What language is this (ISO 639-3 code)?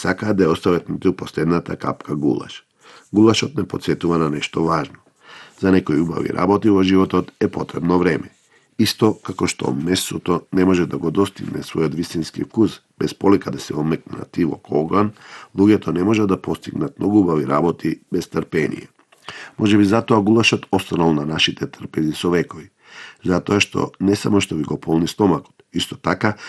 mkd